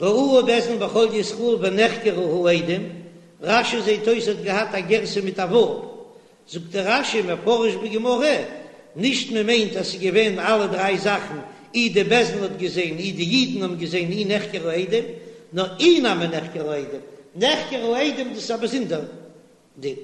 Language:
Yiddish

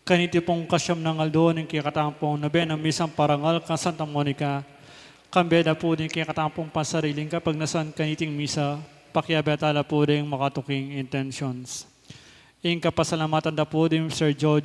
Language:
Pampanga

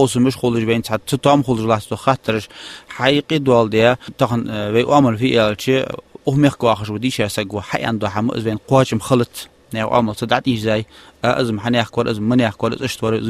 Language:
Ingush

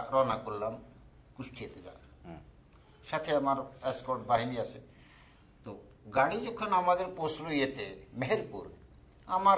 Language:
Bangla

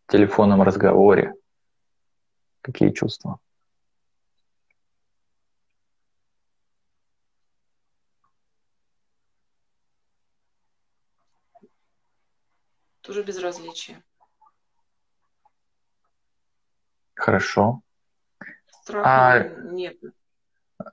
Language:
Russian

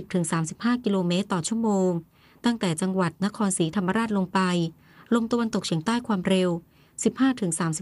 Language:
Thai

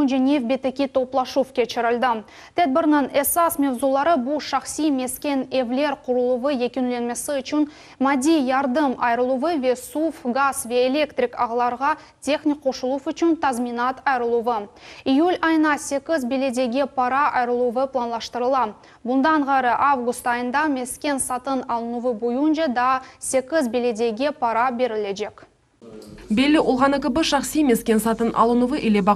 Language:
Crimean Tatar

